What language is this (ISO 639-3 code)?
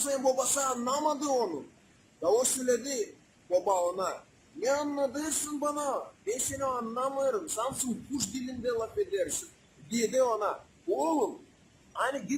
gag